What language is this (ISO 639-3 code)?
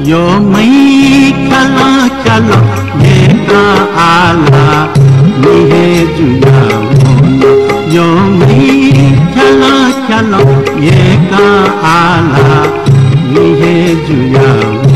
new